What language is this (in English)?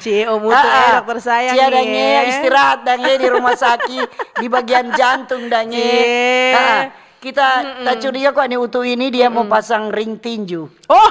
Manado Malay